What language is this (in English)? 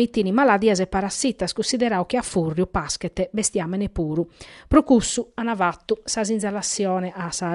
Sardinian